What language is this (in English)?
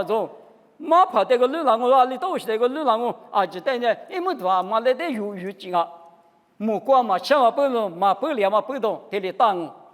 Lisu